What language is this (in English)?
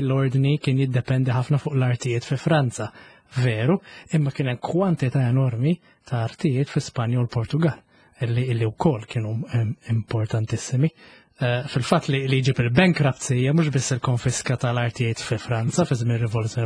Maltese